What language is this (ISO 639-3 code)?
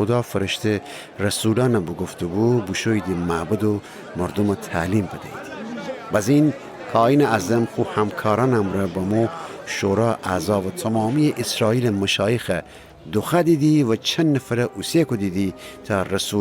glk